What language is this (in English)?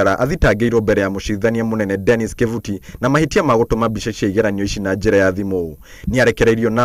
Kikuyu